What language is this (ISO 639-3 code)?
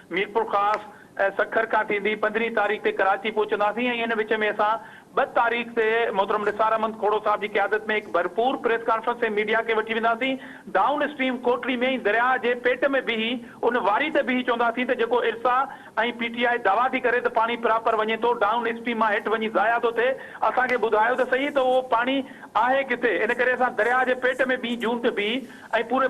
snd